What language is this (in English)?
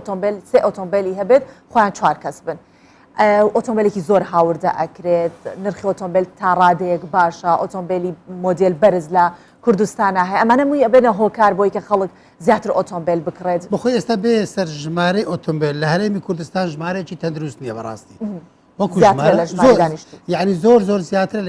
Central Kurdish